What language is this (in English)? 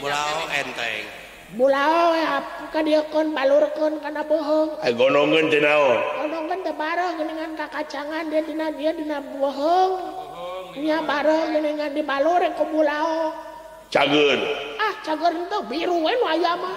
Sundanese